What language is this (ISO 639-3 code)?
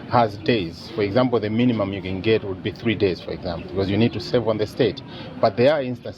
eng